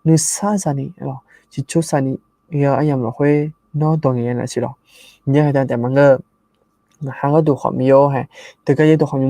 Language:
Akha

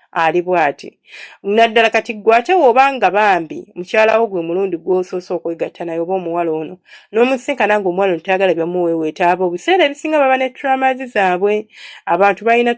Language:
Ganda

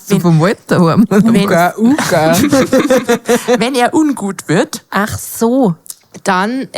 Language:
Bavarian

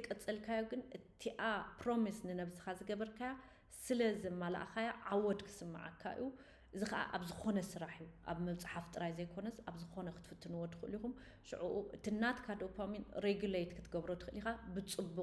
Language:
Tigrinya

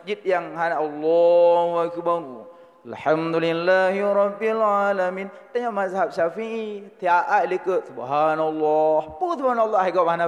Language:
Achinese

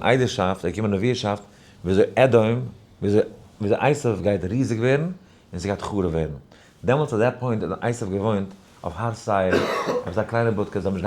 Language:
Yiddish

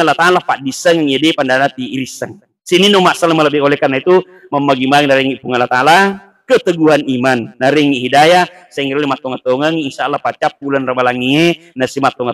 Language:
Buginese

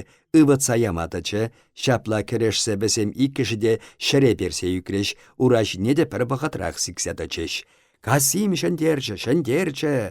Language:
Chuvash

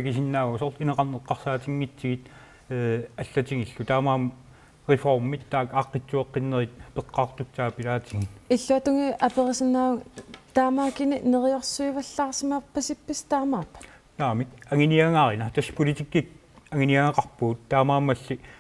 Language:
Kalaallisut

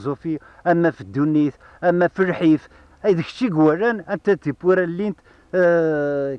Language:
Kabyle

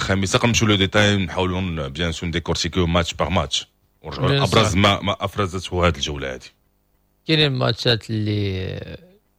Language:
Moroccan Arabic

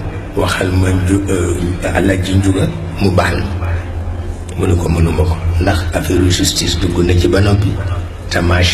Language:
Wolof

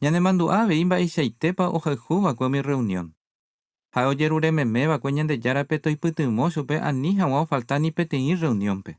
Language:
Guarani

